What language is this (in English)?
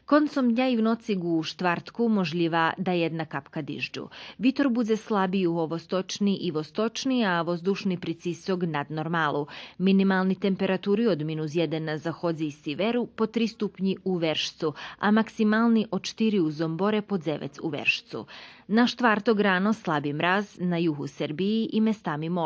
Rusyn